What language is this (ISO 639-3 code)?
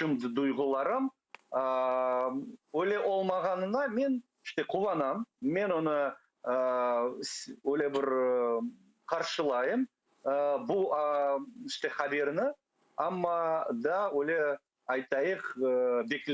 crh